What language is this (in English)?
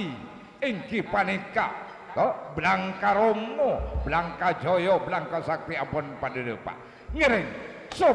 Madurese